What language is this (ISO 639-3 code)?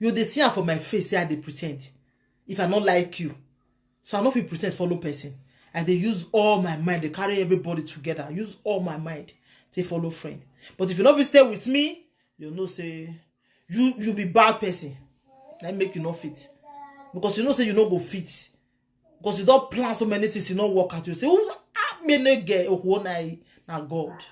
pcm